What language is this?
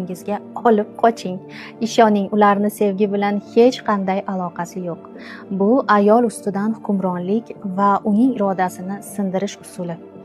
Uzbek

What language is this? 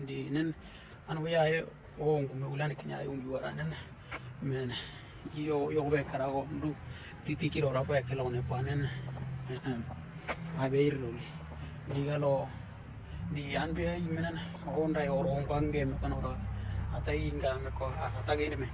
Western Dani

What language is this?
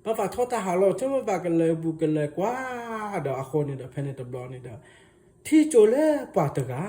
S'gaw Karen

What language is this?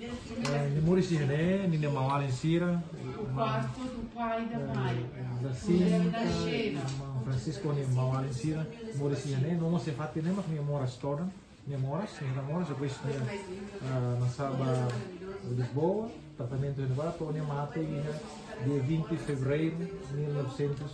Tetum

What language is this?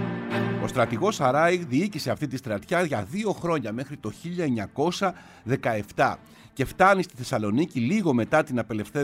Greek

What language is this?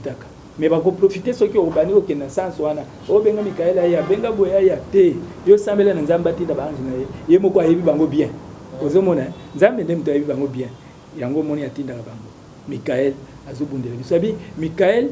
Lingala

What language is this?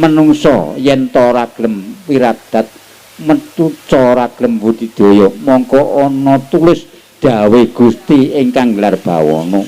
Javanese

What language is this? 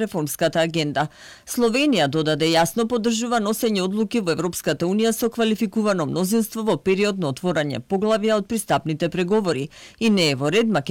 Macedonian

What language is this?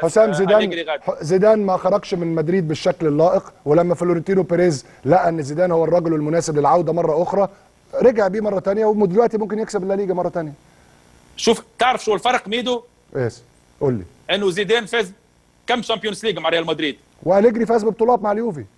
Egyptian Arabic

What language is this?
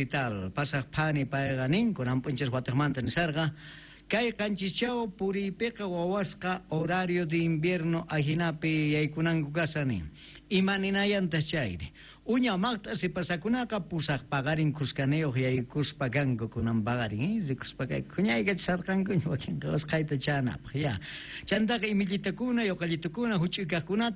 Quechua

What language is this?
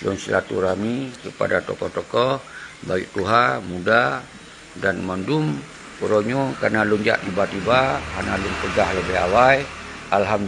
Achinese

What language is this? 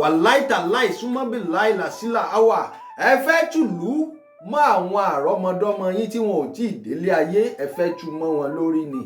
Yoruba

